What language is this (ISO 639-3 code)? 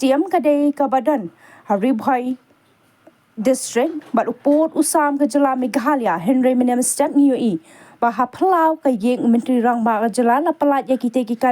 kha